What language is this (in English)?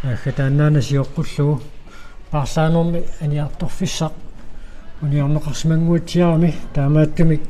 Kalaallisut